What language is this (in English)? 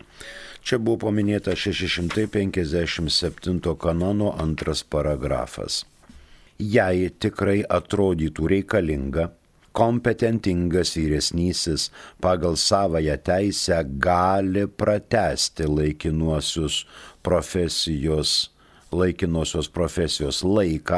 Lithuanian